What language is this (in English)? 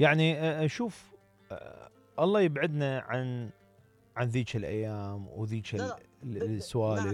Mesopotamian Arabic